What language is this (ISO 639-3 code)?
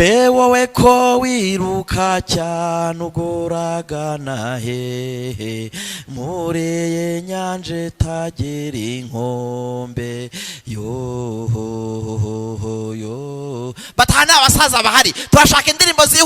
kin